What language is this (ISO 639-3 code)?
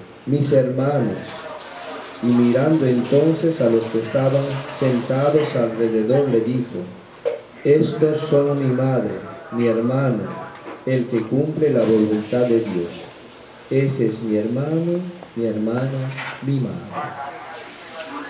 spa